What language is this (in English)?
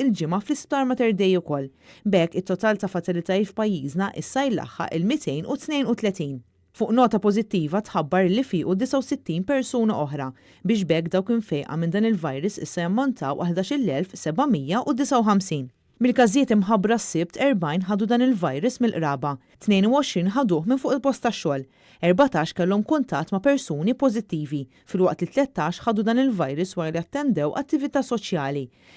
Maltese